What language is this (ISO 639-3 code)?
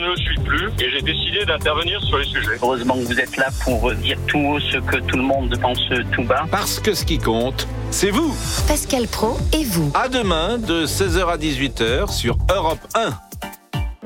fra